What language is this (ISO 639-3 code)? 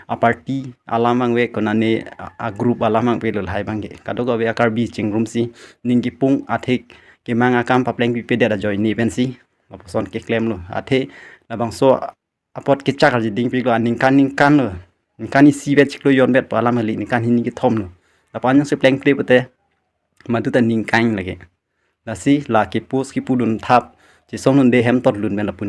mjw